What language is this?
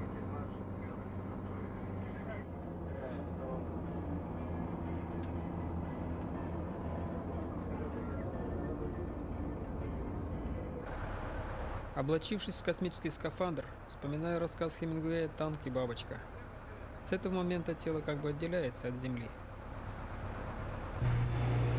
Russian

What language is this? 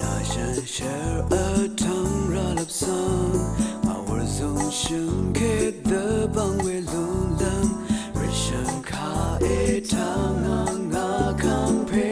Rawang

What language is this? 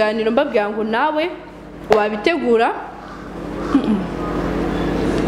Kinyarwanda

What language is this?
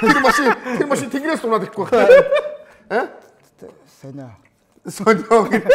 Mongolian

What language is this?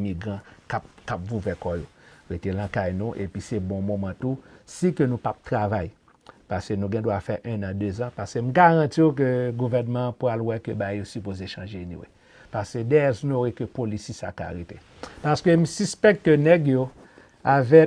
Haitian Creole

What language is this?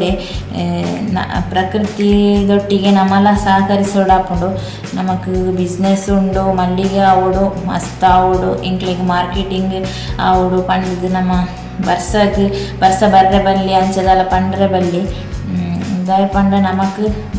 Tulu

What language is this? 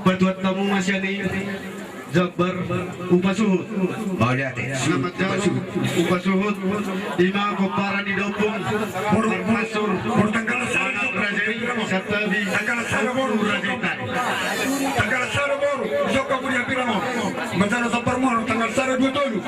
Batak Toba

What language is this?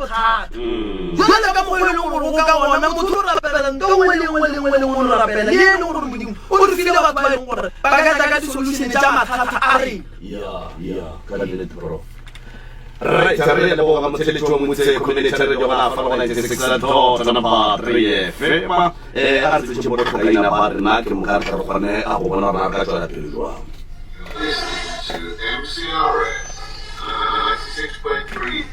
Northern Sotho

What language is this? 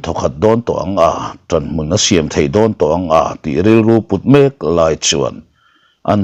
Mizo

